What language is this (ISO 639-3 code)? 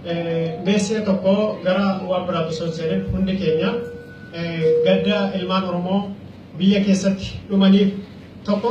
orm